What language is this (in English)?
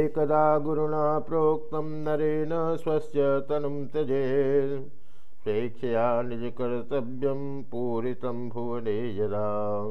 Sanskrit